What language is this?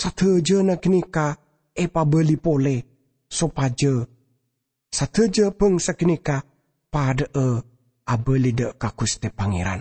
Madurese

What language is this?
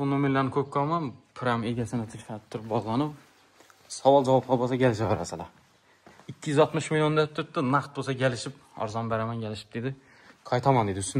Uzbek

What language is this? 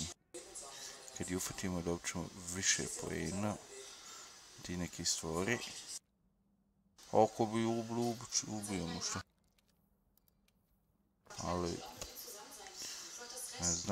Croatian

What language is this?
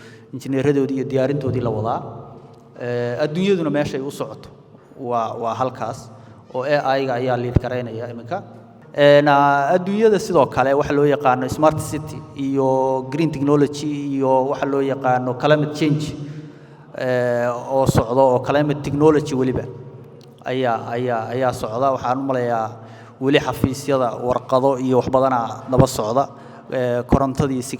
Somali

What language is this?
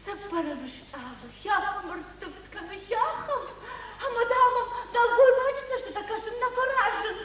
Ossetic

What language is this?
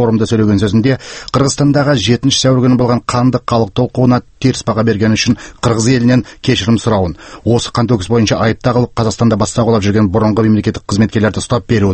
Kazakh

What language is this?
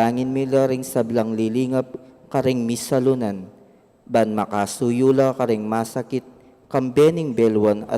Pampanga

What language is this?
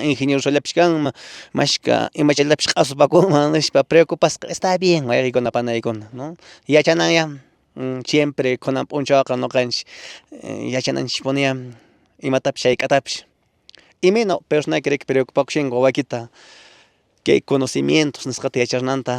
Quechua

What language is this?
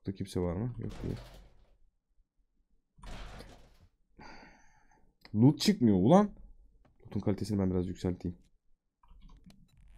Turkish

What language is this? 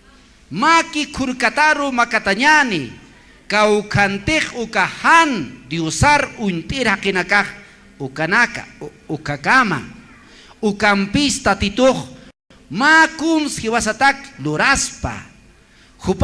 Aymara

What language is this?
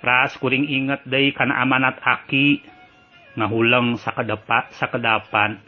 Sundanese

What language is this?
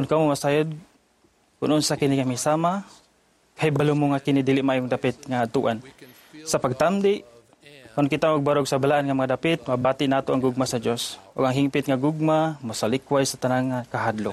Cebuano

